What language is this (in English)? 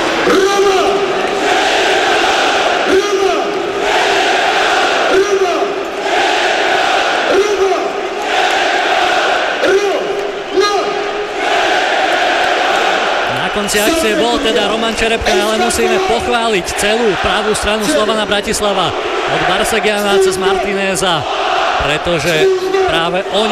Slovak